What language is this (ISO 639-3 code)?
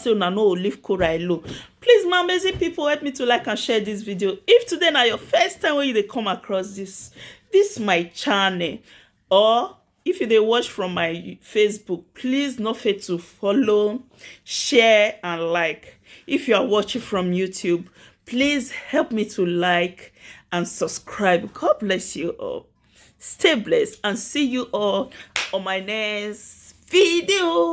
pcm